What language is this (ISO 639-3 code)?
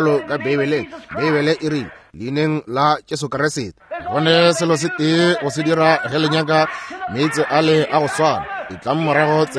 nso